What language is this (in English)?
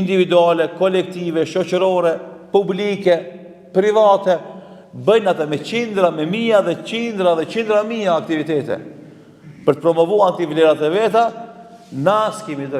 Albanian